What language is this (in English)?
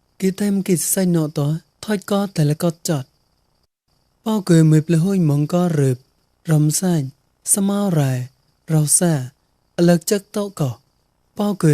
Mon